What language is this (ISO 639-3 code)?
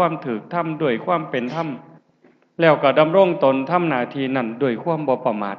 lao